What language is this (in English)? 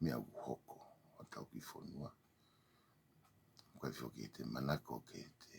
Tongan